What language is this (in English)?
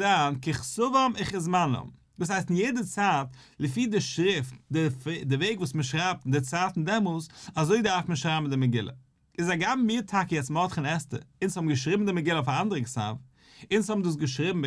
Yiddish